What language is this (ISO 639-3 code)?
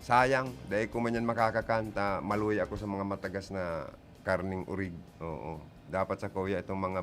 bik